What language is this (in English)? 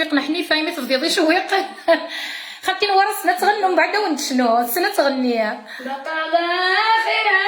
Kabyle